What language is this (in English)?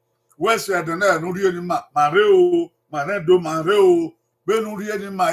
Bini